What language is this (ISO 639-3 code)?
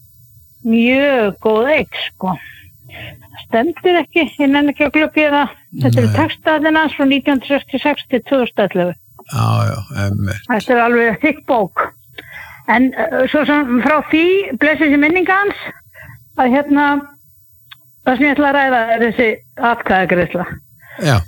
isl